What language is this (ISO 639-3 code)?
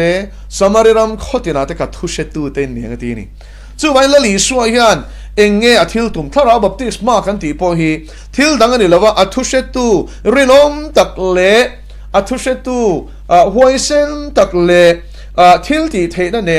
lus